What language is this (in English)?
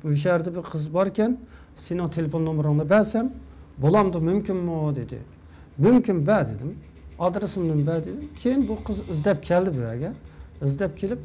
Uyghur